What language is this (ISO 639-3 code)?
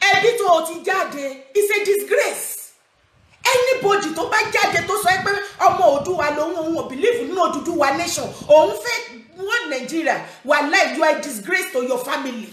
yor